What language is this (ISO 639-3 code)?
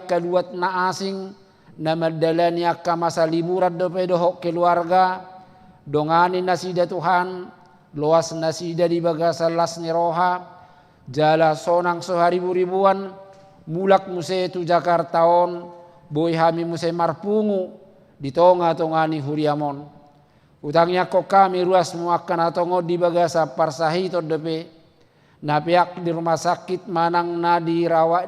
bbc